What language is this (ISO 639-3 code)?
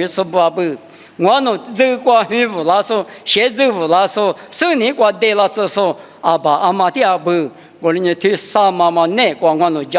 lis